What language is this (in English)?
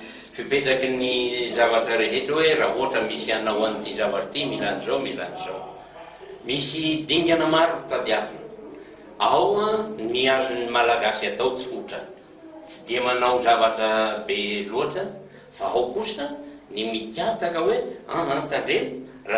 Malagasy